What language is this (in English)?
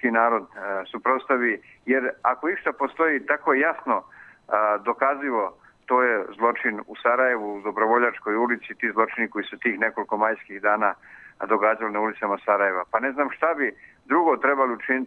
Bosnian